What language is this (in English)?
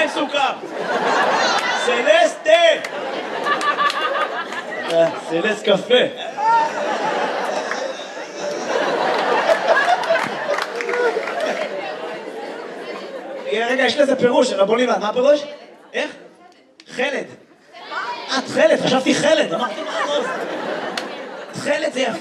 Hebrew